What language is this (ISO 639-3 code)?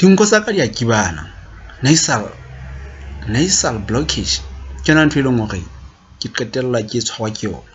sot